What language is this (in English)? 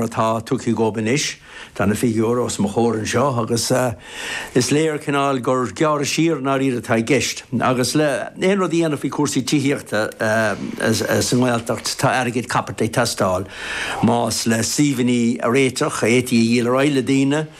Irish